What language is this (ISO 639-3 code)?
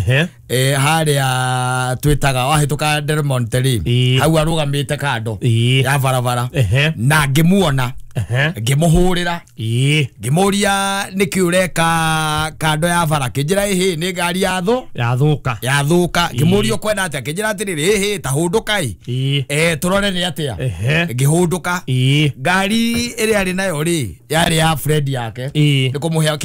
kik